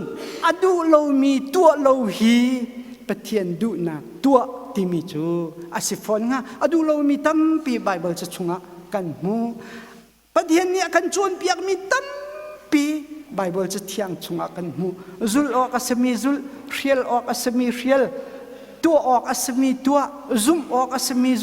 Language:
Hakha Chin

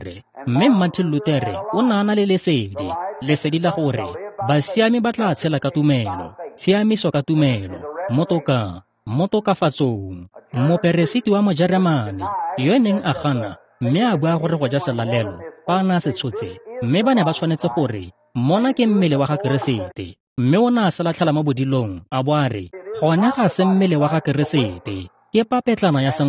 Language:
Tswana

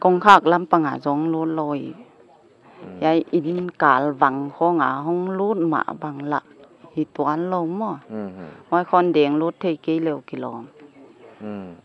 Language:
Paite Chin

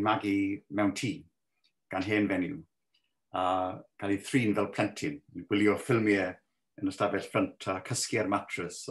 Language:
Welsh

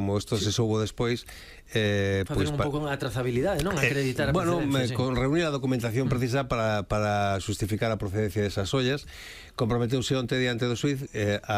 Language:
Galician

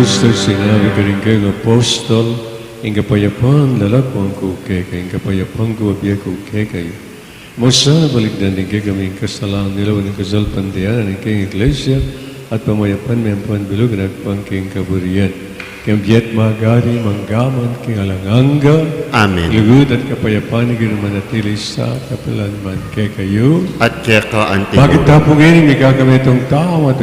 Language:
Pampanga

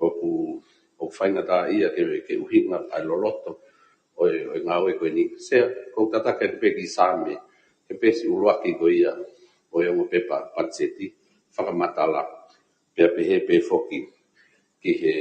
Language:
Tongan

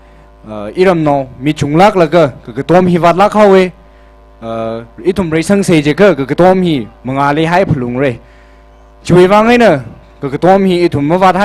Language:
Tangkhul Naga (India)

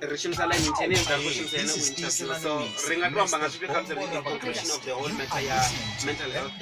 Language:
Venda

